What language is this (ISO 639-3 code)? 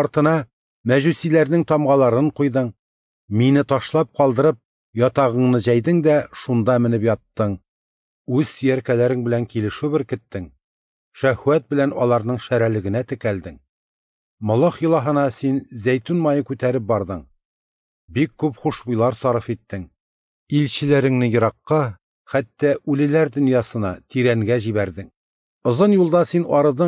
tat